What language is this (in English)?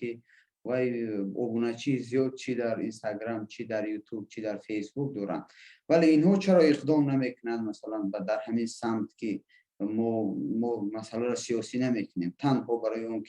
Tajik